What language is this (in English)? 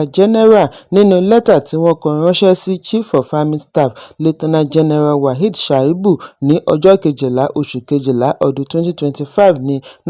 Yoruba